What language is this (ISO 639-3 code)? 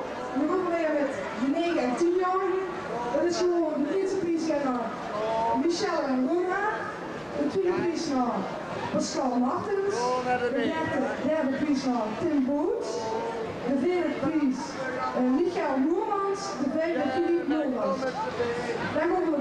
lim